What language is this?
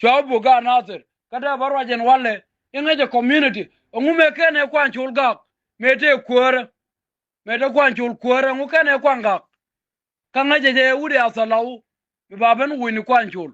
Nuer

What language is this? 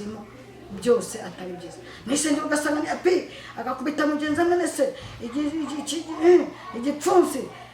Kinyarwanda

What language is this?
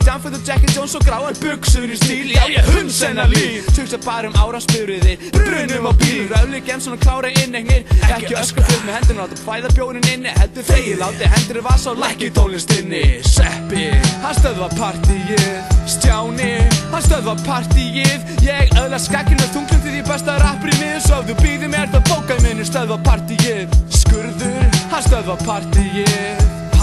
Icelandic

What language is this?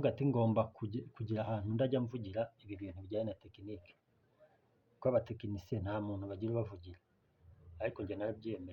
Kinyarwanda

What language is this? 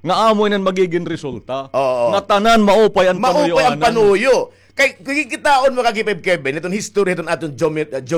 Waray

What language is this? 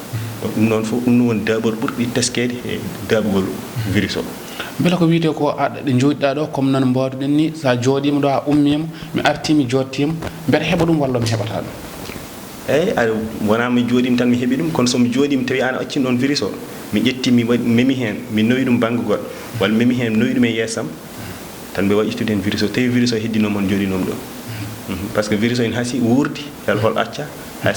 Fula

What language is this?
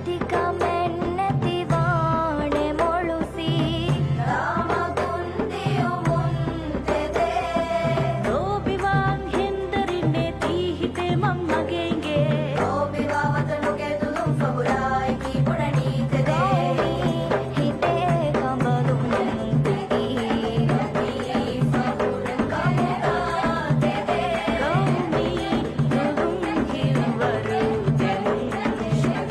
Divehi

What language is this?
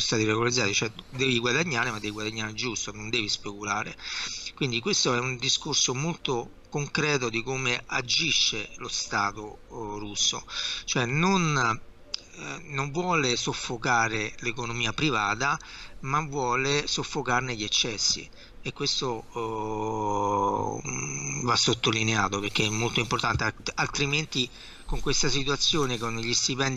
Italian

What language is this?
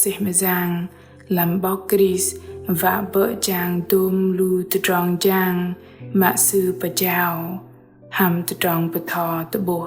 Bahnar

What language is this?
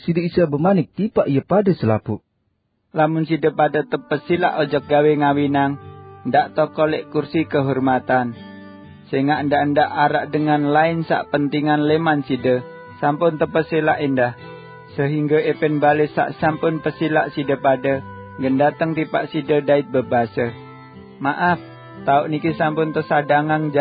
Sasak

